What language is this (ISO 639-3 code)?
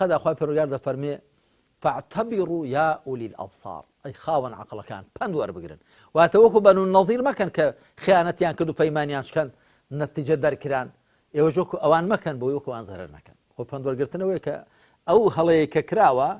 ckb